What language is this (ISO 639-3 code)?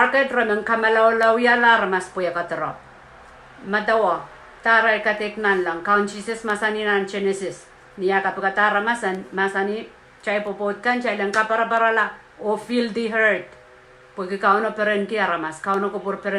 pon